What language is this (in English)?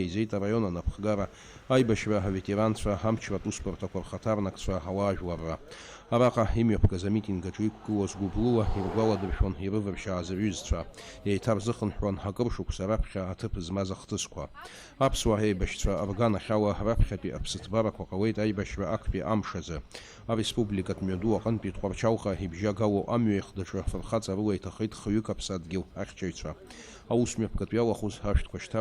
Abkhazian